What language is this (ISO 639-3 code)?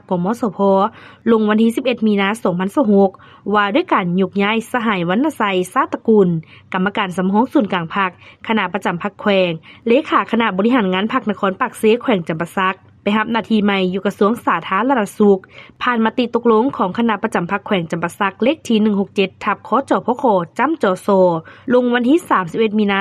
lao